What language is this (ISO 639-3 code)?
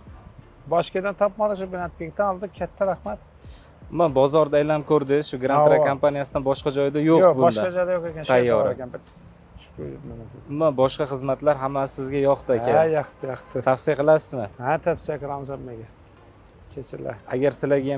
uzb